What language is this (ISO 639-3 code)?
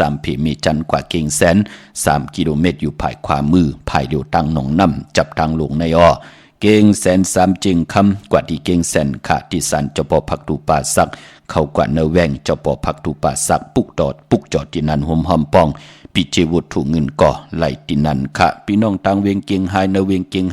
shn